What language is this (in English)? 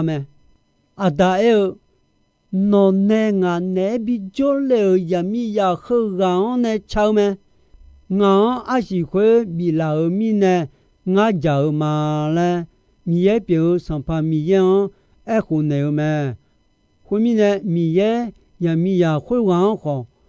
Akha